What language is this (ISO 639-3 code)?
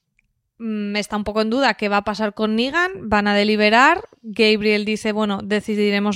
spa